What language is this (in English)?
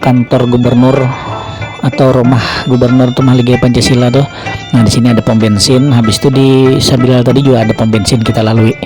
Banjar